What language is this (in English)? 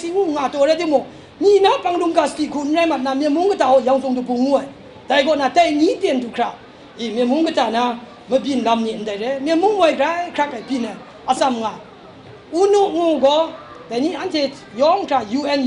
Kachin